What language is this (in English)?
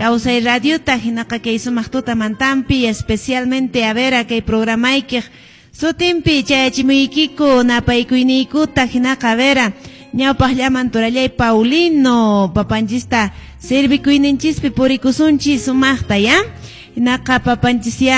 Quechua